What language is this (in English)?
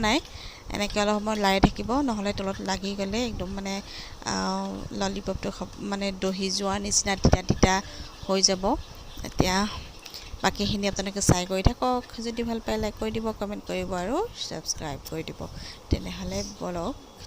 Assamese